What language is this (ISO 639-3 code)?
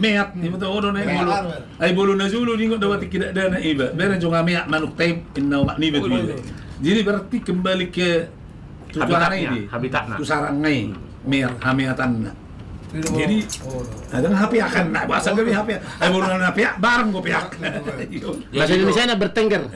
bbc